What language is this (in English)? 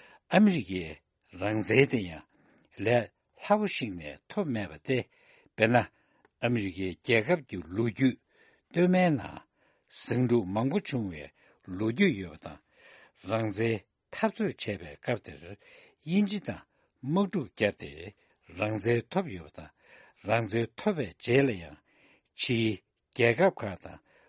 Tibetan